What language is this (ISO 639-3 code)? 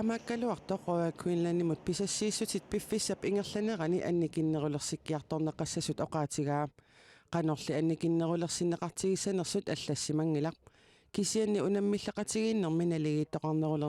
kal